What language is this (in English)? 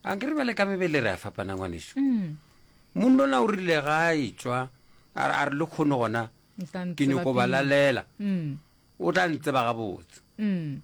Northern Sotho